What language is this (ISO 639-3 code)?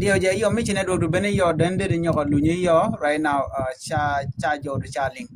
nus